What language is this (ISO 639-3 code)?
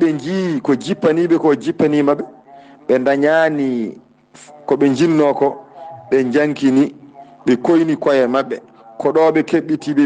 ful